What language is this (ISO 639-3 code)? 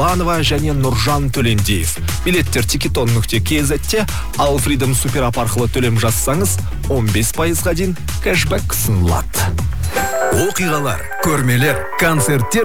kaz